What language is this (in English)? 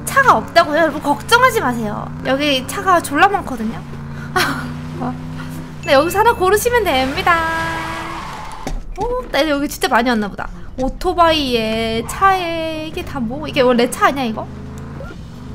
Korean